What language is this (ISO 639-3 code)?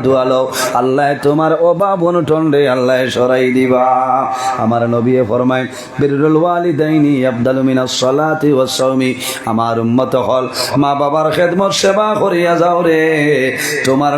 syl